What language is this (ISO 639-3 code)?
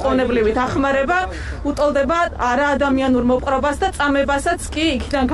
kat